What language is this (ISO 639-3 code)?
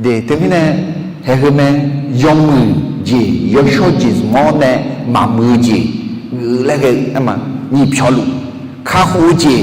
ahk